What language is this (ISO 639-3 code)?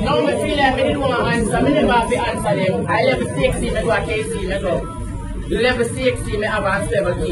jam